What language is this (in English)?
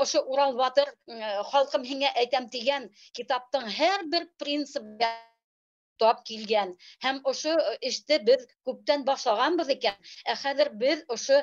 Bashkir